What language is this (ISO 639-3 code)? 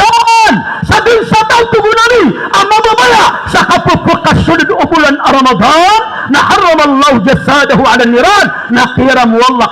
mrw